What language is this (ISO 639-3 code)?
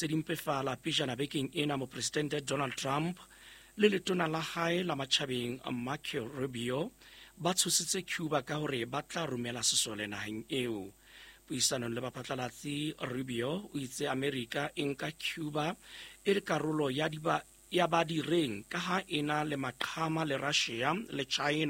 sot